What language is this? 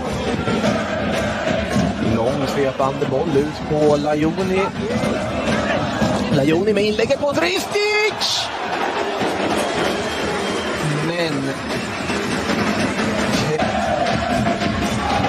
Swedish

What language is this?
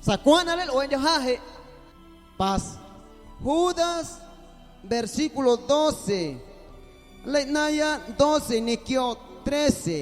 Guerrero Amuzgo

